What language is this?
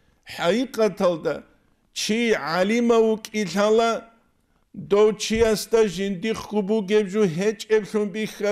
Avaric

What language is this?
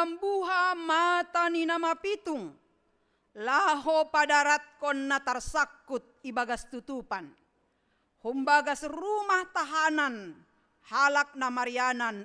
Batak Simalungun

